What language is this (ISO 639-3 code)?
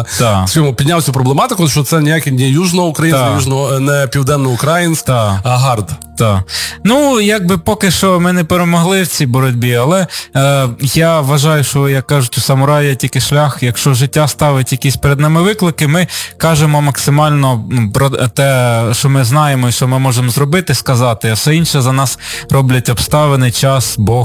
ukr